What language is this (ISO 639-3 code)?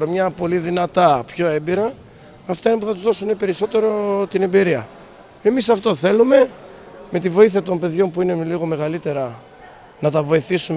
ell